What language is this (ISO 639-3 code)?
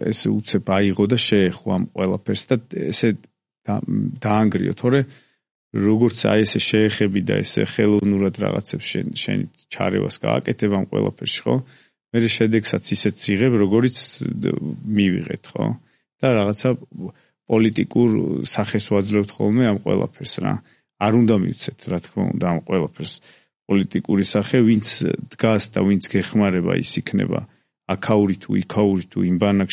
kat